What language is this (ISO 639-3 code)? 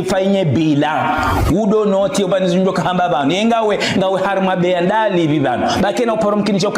zdj